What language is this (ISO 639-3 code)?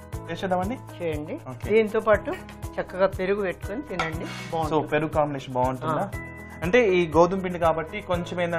tel